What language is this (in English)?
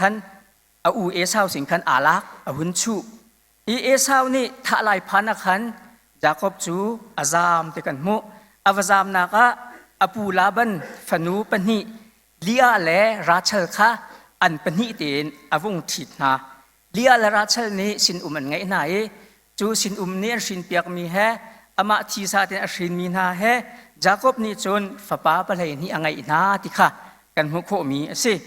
Hakha Chin